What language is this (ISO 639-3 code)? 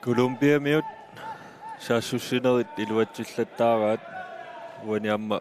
kal